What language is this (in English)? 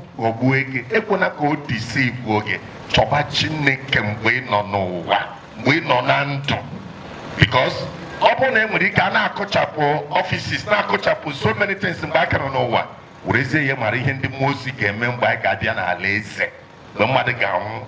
Igbo